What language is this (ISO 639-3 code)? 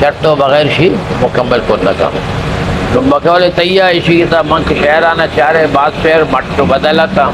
bgp